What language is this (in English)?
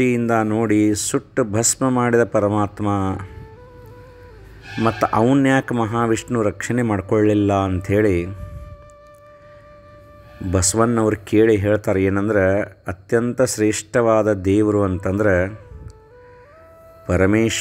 Kannada